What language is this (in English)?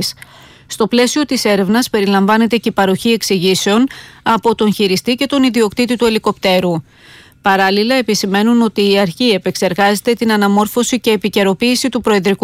Greek